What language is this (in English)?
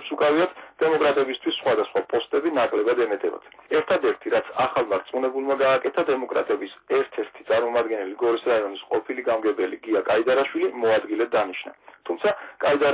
Georgian